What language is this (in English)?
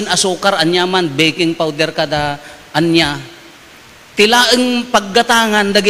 Iloko